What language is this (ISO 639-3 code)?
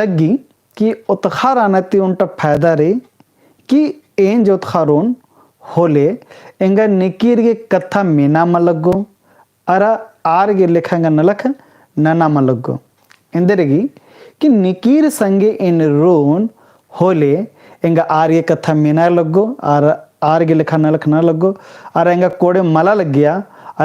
kru